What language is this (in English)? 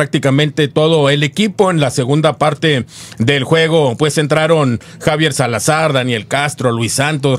Spanish